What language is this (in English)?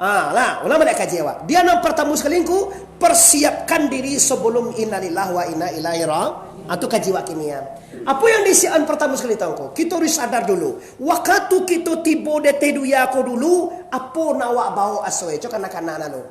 Minangkabau